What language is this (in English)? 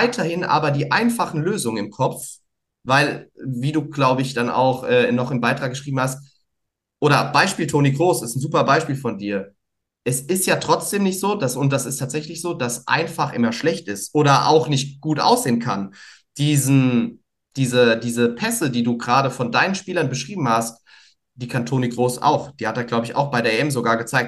German